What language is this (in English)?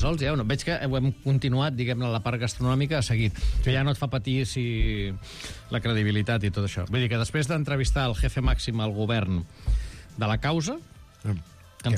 Catalan